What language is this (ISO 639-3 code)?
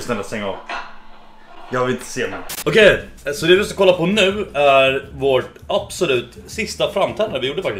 swe